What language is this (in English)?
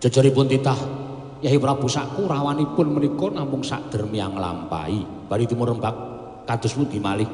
Javanese